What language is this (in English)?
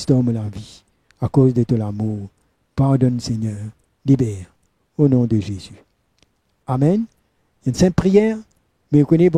Morisyen